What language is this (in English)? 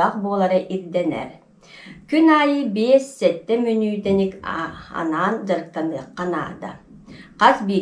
Yakut